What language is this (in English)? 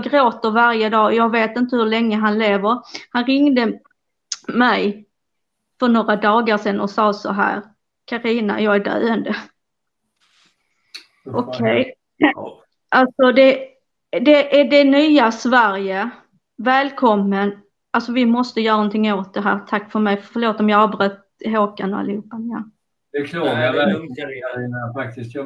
Swedish